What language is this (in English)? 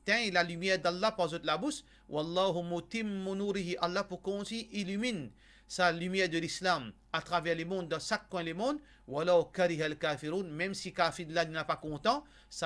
Morisyen